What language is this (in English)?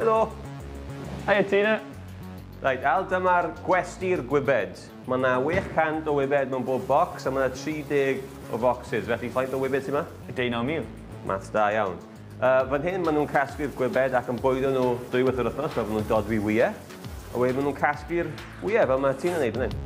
Welsh